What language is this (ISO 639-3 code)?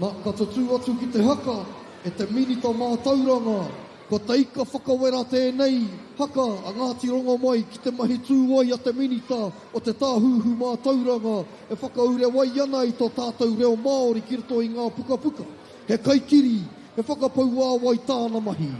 mri